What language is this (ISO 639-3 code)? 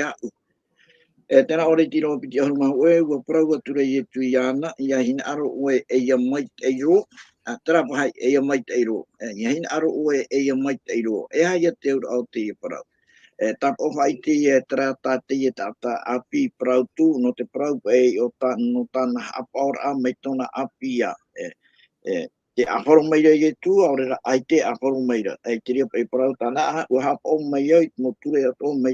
tah